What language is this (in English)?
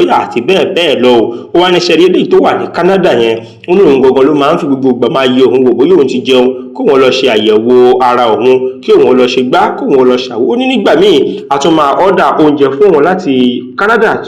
Yoruba